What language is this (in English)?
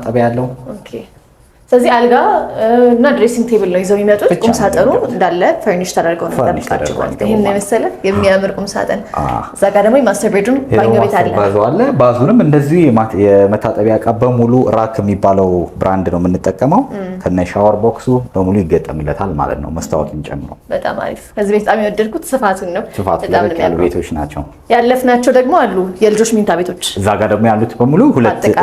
Amharic